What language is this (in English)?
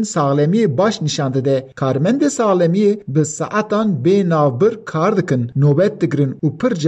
Kurdish